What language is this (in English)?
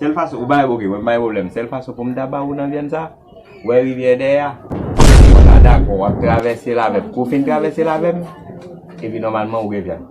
Haitian Creole